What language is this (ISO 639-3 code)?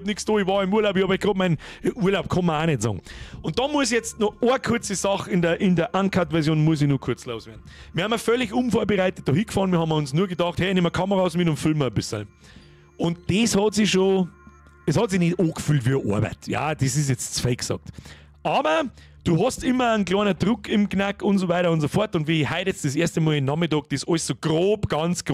bar